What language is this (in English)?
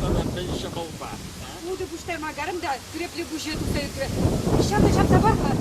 Chuvash